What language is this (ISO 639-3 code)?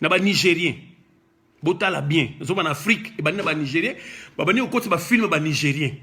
lin